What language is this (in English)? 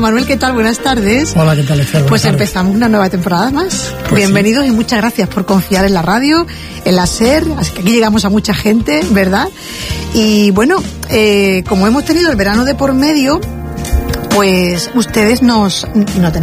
Spanish